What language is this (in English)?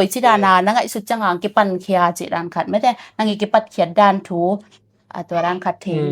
Tedim Chin